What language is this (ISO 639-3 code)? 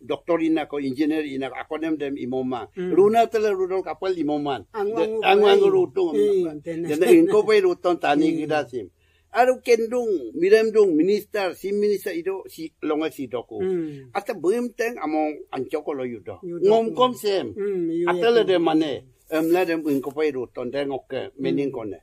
adi